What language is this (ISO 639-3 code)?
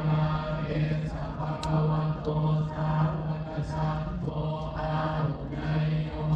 pli